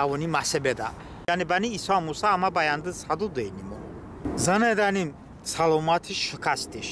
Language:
Talysh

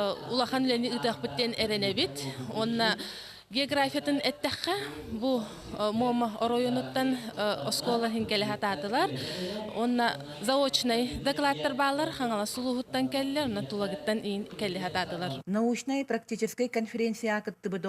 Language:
Yakut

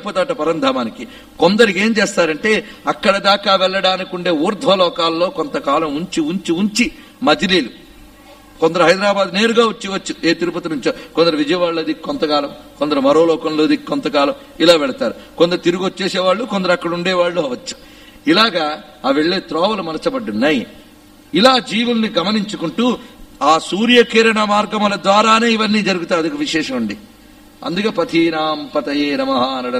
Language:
Telugu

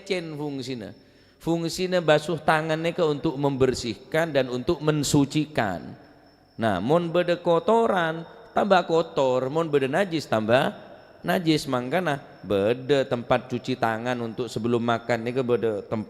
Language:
Madurese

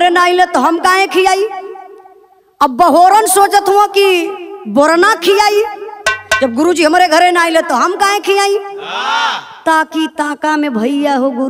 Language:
Bhojpuri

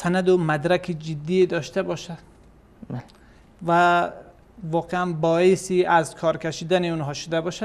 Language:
Persian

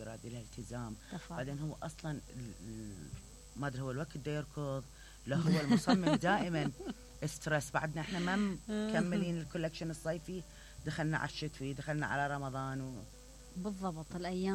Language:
Mesopotamian Arabic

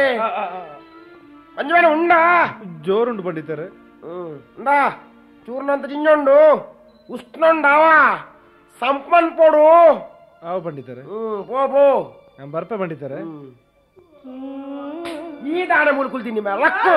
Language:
Tulu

